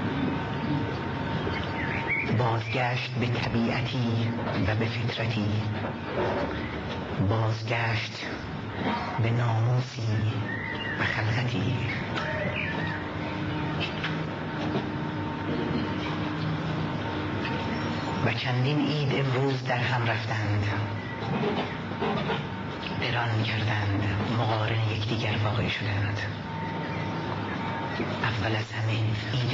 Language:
Persian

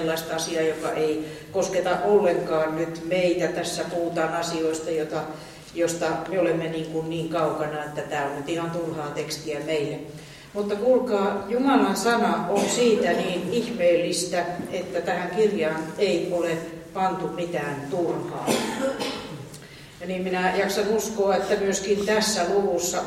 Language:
Finnish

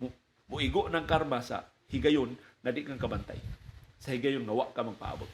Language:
Cebuano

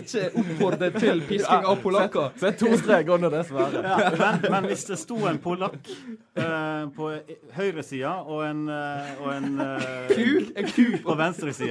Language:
Norwegian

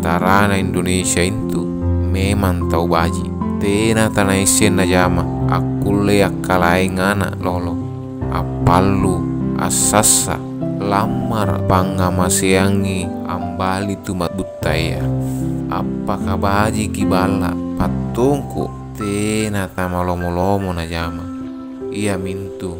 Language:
Makasar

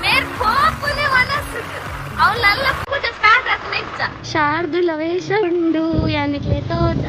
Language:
Tulu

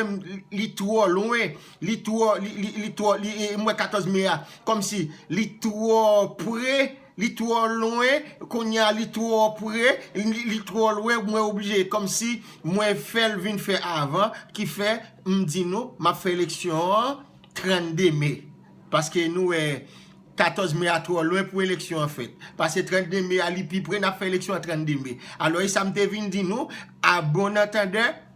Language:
Haitian Creole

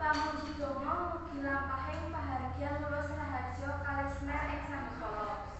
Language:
Javanese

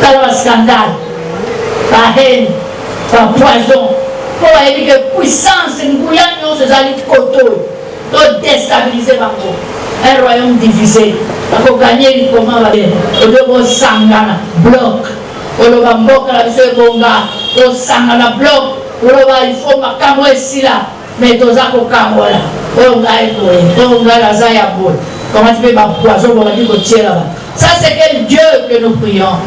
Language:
Lingala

